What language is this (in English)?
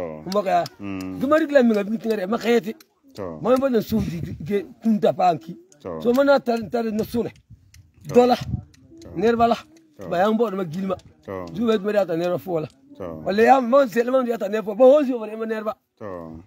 Frafra